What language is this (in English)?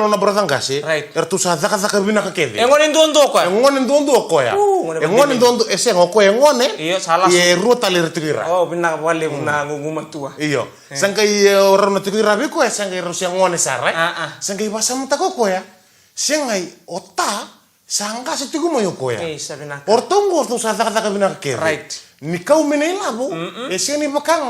Fijian